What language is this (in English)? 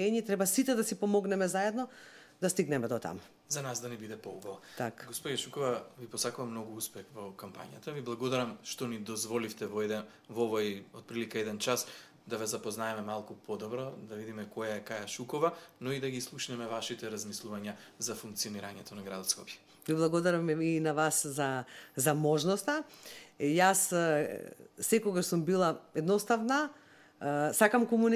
Macedonian